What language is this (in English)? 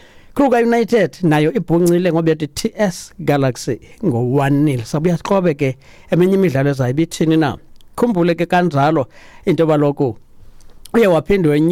Xhosa